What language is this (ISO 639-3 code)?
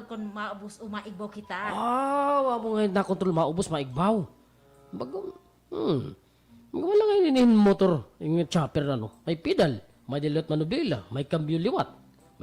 war